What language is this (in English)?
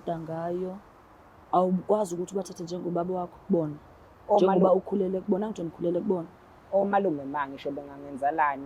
Zulu